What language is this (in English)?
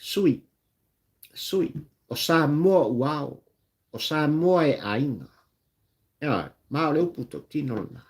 Samoan